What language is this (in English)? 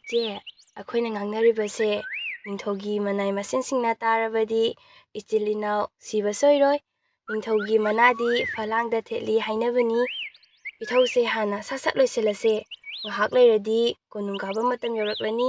Manipuri